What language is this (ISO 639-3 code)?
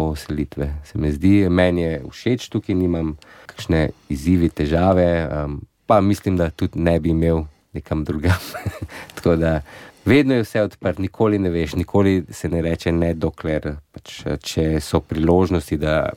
slv